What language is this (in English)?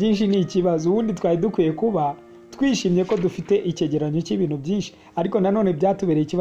Kinyarwanda